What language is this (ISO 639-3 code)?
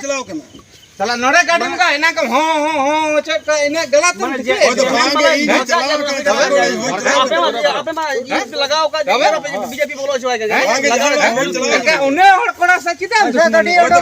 sat